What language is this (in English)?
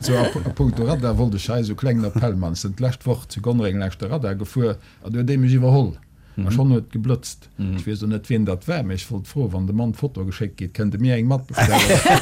Luxembourgish